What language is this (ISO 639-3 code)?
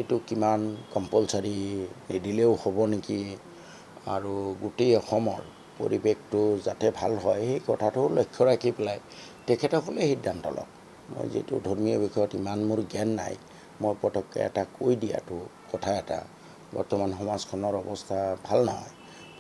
asm